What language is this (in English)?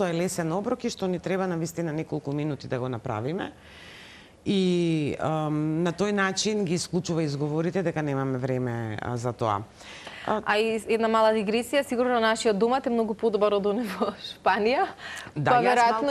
Macedonian